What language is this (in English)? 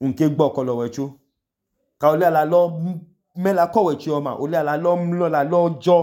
Idoma